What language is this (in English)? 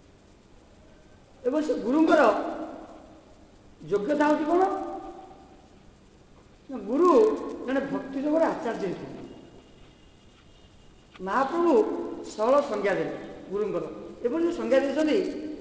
Odia